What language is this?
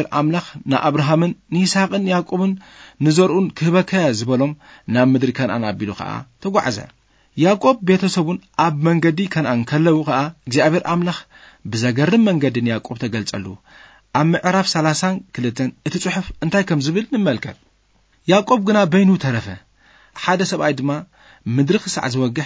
Tigrinya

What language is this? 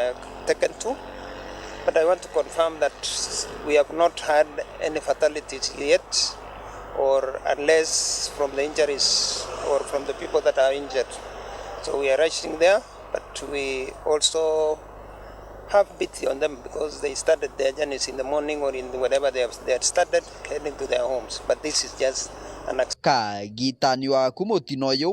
Meru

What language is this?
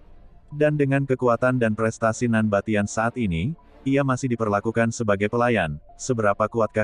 Indonesian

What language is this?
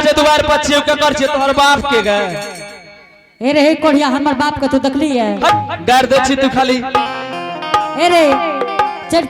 Angika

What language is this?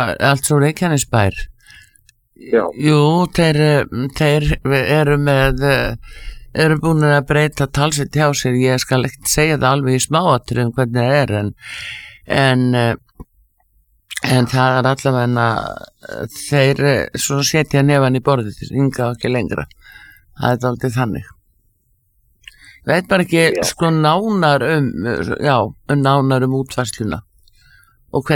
Icelandic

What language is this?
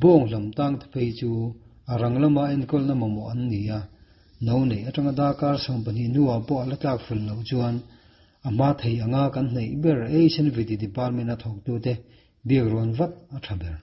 Mizo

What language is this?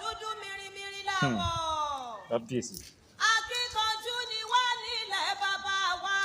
Yoruba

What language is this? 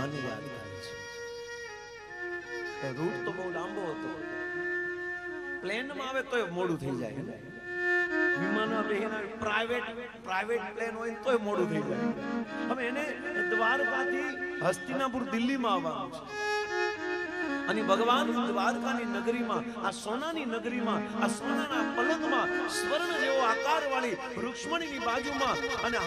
Gujarati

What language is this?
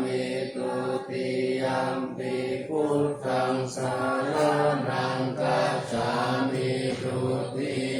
Pali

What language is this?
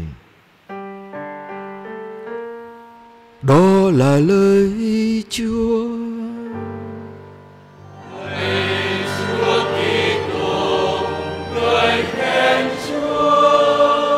Vietnamese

